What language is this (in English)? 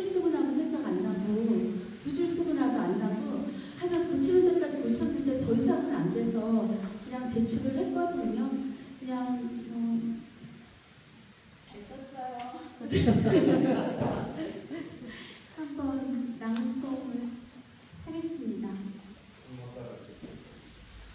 Korean